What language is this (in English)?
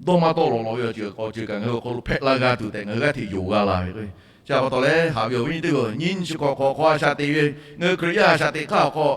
Lahu